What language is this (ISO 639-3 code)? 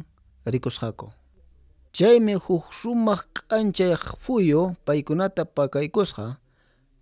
que